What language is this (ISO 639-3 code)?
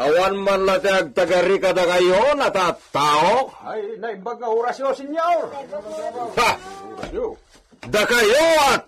ilo